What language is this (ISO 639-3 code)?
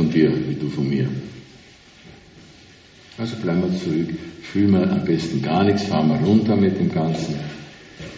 deu